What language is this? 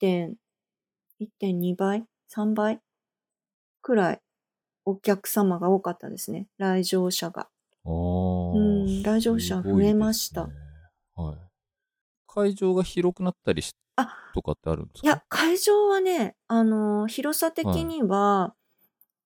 Japanese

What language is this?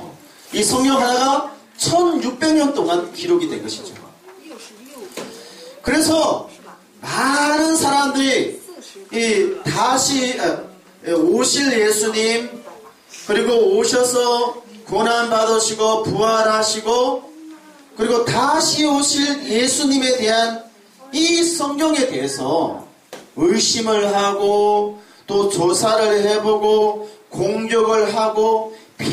Korean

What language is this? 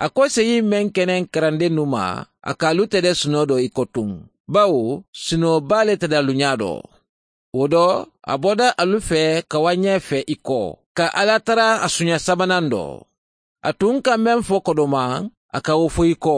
Mandingo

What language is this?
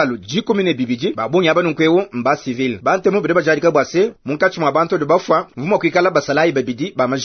Luba-Lulua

